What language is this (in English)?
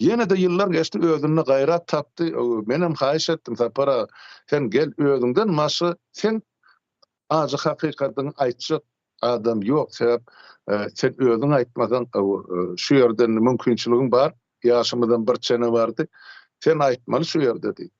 Turkmen